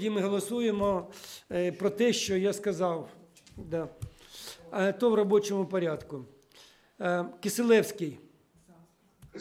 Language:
Ukrainian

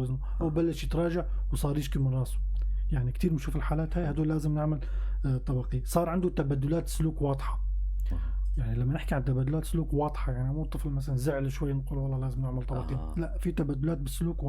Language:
North Levantine Arabic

